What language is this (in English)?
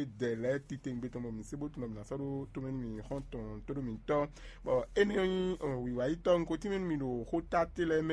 Fon